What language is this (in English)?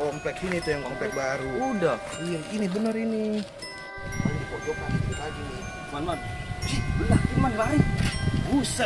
Betawi